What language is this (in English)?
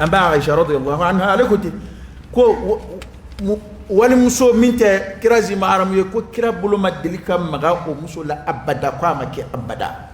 Dyula